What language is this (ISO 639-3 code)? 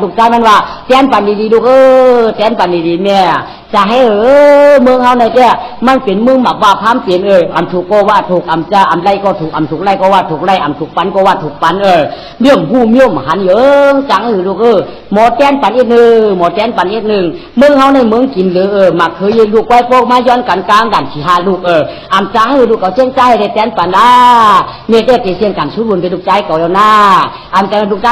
shn